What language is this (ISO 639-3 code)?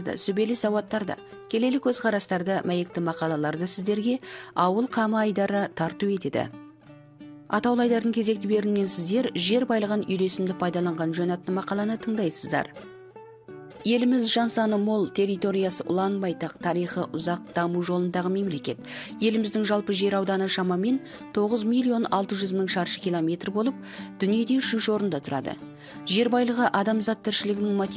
kaz